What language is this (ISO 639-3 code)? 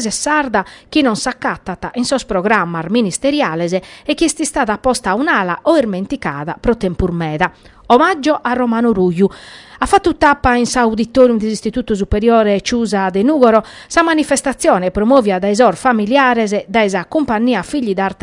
srd